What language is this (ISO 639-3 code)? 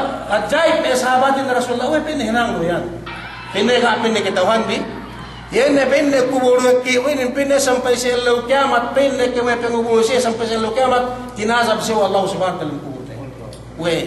yka